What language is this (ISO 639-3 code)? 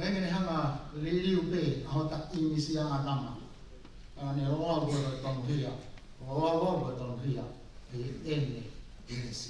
ton